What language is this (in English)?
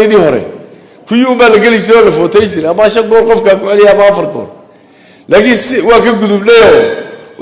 Somali